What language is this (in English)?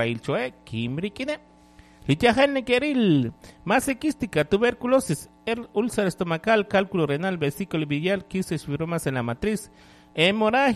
Kekchí